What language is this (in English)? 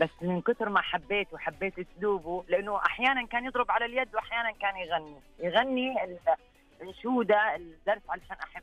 Najdi Arabic